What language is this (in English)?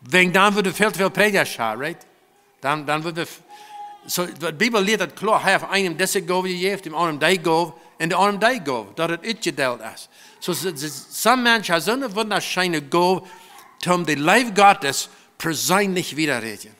Plautdietsch